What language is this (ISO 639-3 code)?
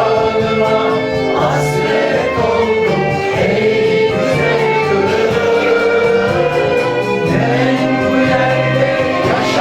crh